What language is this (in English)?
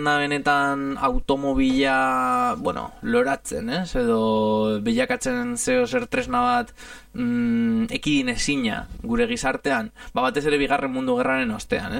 Basque